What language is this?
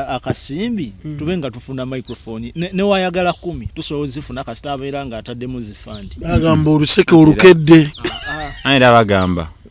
Ganda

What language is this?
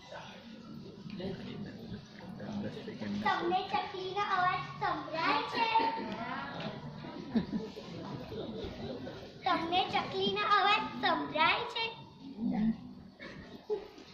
Gujarati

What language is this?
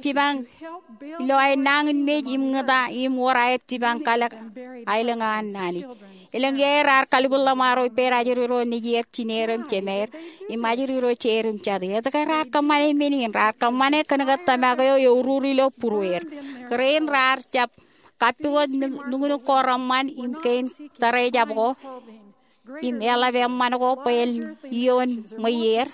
Marshallese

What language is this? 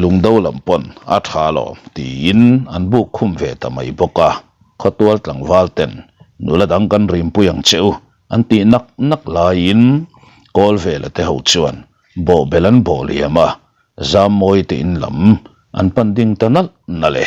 Mizo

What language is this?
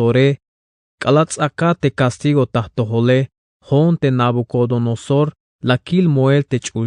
Tzeltal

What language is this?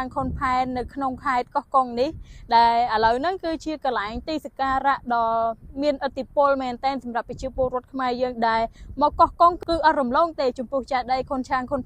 Khmer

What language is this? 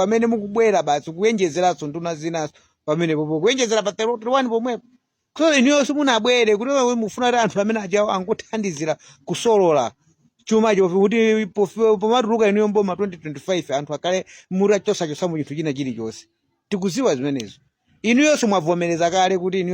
Nyanja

